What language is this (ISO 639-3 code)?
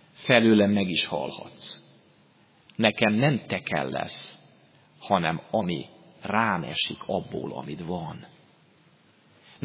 hun